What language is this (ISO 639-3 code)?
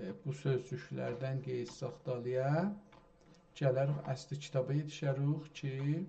azb